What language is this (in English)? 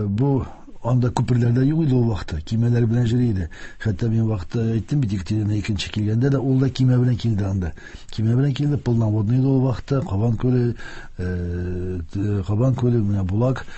Tatar